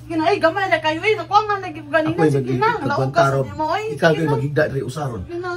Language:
Cebuano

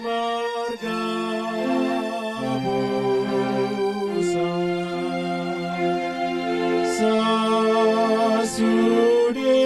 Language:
Batak Toba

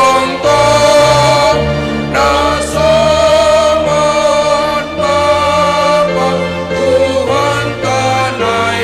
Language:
Batak Simalungun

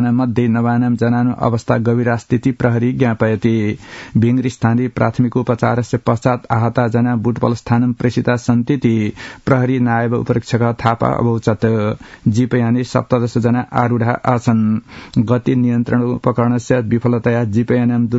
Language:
Sanskrit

